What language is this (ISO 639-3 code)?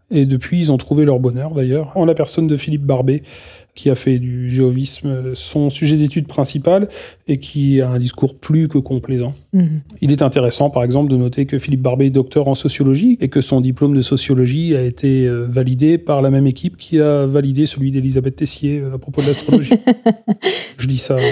fra